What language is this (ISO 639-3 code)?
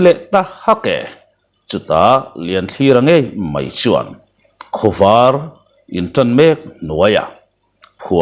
lus